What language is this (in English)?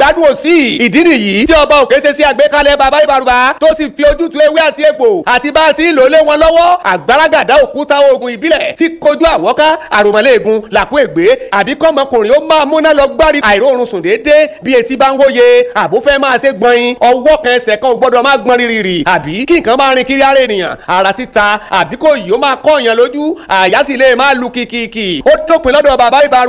Yoruba